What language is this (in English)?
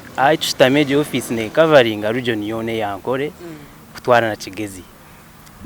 Nyankole